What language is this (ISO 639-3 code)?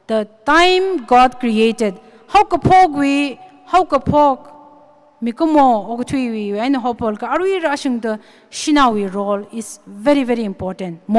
nmf